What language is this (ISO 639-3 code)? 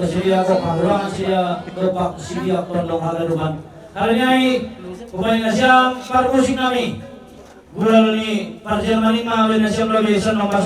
bts